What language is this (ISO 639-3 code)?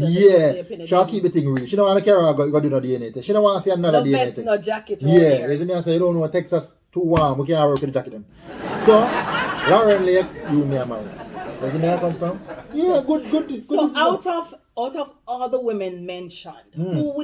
jam